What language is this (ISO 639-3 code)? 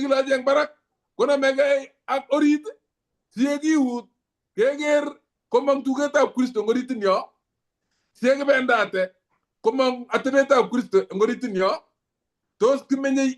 kln